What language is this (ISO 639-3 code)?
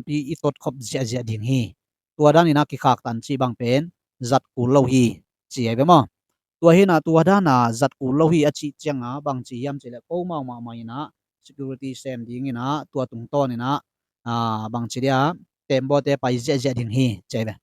ctd